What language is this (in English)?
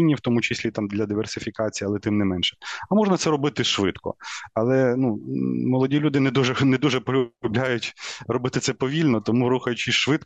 Ukrainian